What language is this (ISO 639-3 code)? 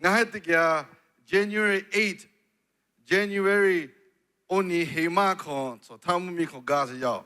lhu